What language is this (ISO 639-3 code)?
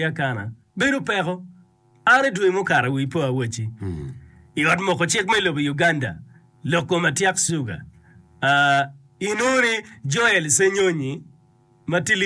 ach